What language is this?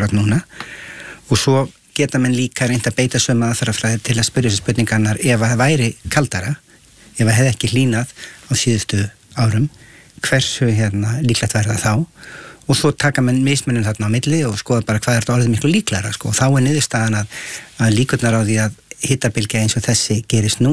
Icelandic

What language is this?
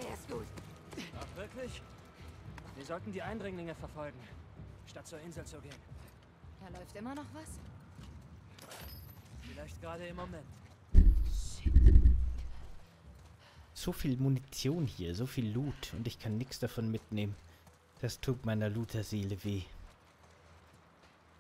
German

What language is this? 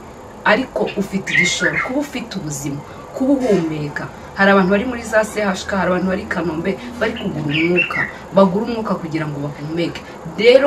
Kinyarwanda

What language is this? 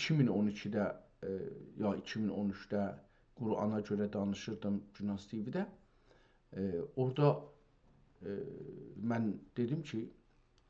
South Azerbaijani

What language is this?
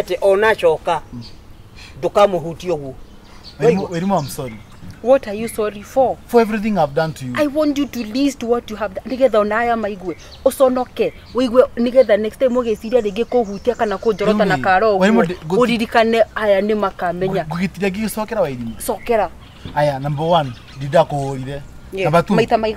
Kikuyu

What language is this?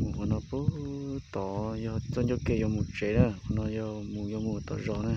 Hmong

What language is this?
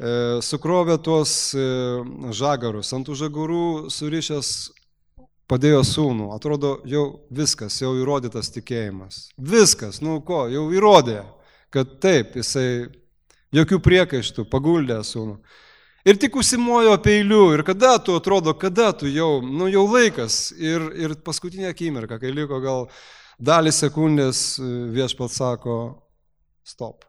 Lithuanian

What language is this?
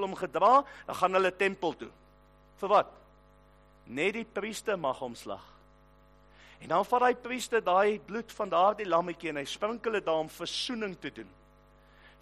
Afrikaans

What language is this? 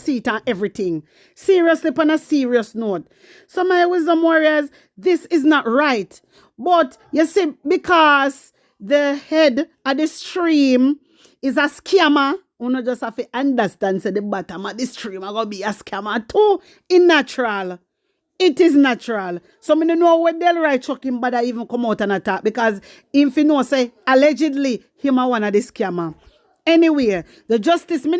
Jamaican Creole English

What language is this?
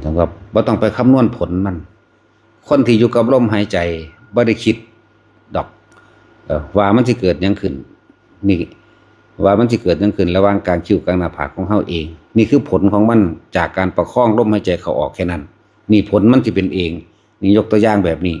Lao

